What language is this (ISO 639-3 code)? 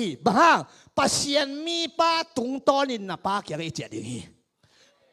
ctd